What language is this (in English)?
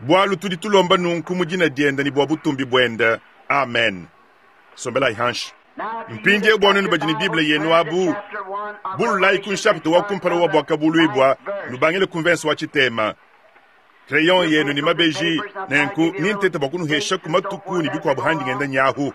Luba-Lulua